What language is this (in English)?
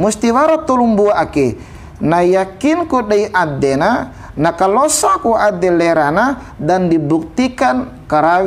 Bima